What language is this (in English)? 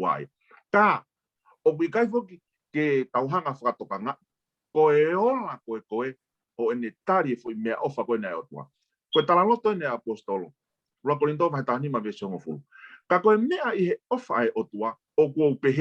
Tongan